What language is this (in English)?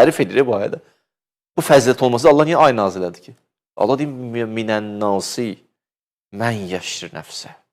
Azerbaijani